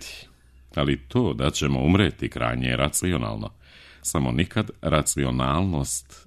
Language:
Serbian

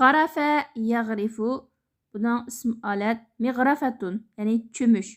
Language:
Uyghur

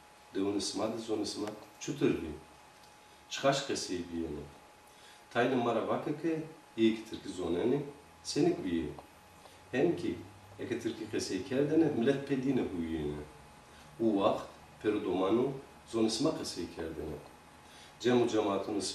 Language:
Zaza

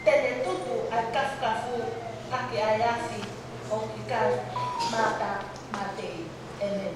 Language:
Tongan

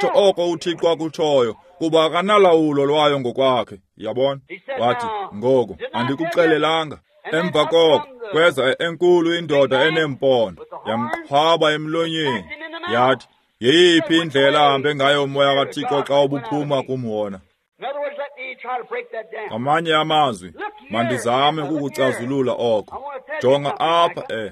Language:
Xhosa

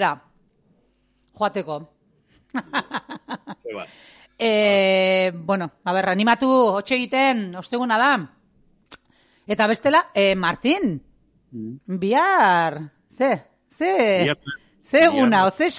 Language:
Basque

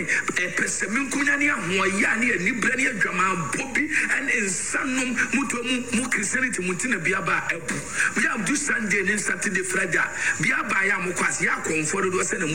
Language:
Akan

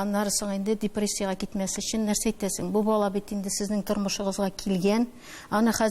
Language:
Tatar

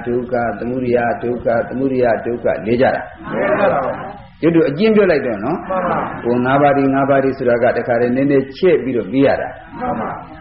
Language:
Burmese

